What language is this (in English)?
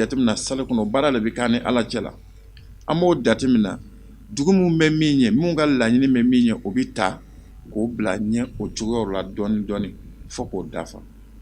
Bambara